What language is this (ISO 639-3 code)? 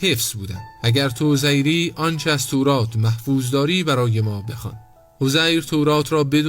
fas